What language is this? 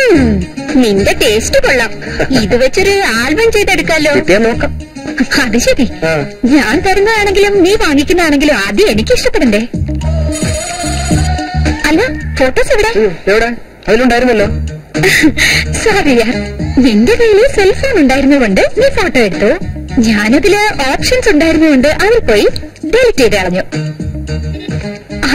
Malayalam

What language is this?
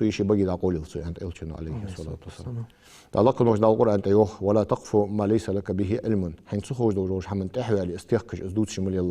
Ingush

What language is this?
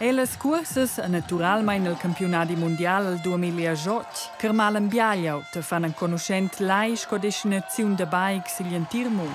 Romansh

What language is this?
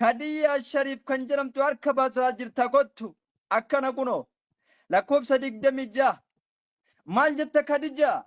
Oromo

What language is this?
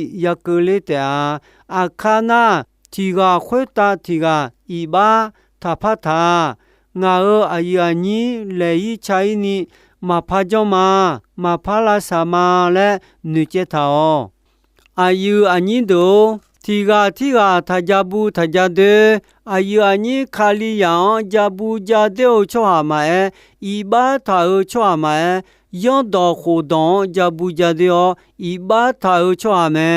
Akha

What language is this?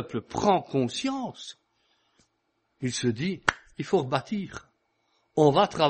French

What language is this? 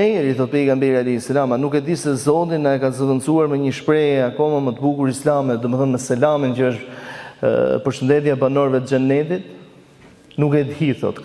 Albanian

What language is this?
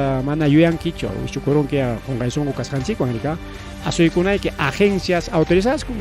Ayacucho Quechua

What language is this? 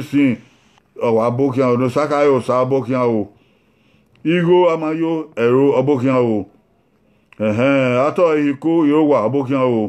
Bini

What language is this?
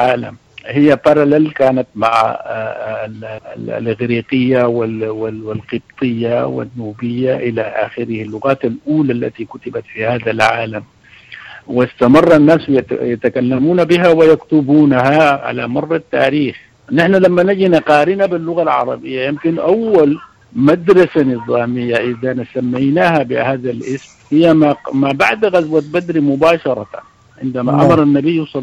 Sudanese Arabic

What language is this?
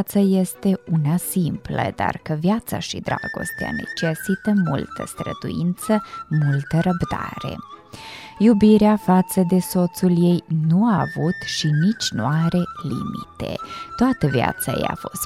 Romanian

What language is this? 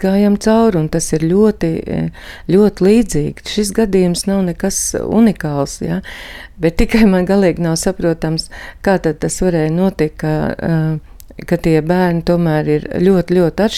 Latvian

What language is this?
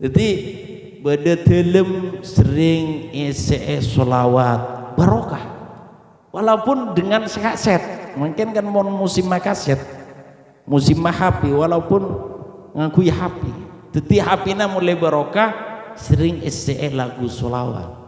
Madurese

